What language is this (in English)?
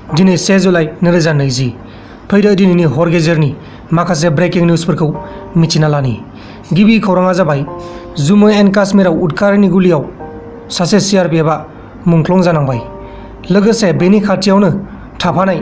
Bodo